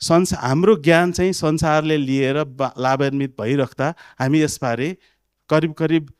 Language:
Nepali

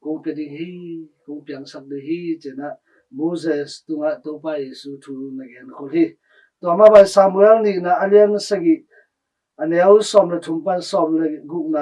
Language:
Tedim Chin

